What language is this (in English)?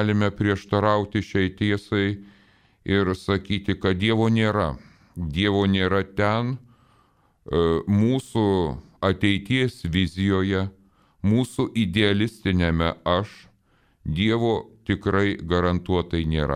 Lithuanian